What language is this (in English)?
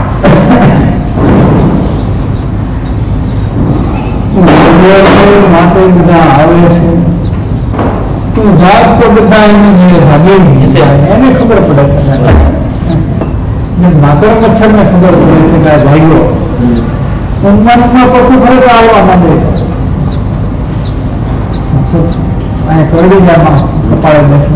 Gujarati